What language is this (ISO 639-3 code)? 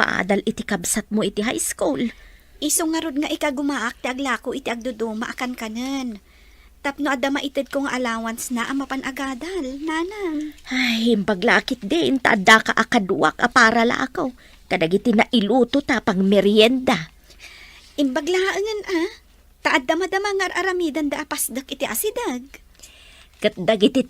ilo